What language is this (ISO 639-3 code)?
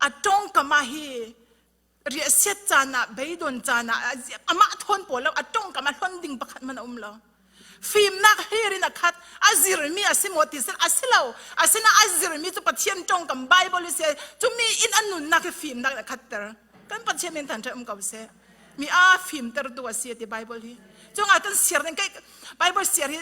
cfm